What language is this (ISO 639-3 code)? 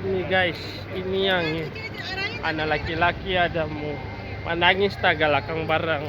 abs